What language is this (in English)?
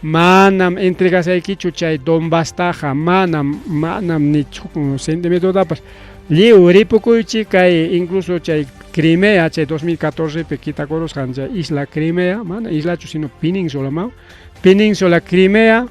Ayacucho Quechua